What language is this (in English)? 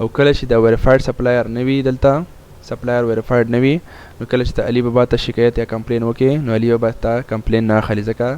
Pashto